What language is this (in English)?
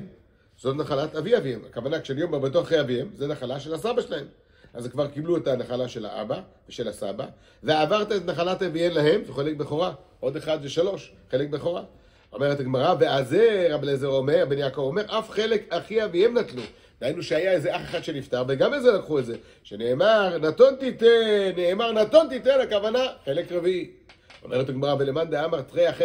Hebrew